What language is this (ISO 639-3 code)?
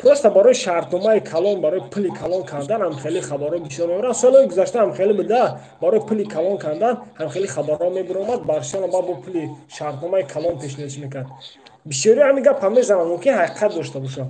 tgk